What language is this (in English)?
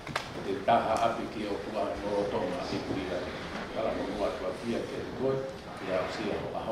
Tongan